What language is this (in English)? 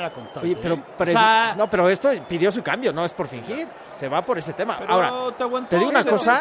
Spanish